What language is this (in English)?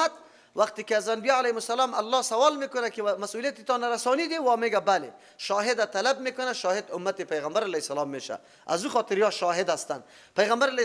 Persian